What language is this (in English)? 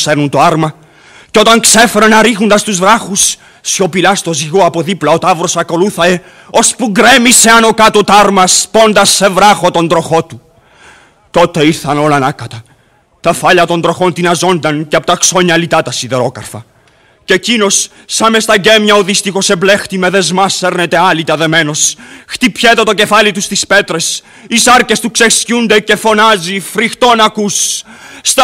Greek